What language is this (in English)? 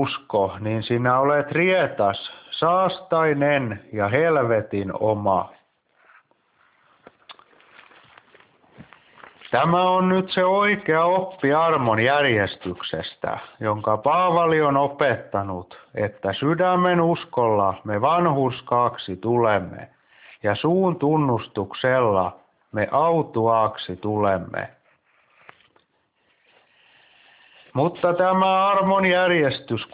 Finnish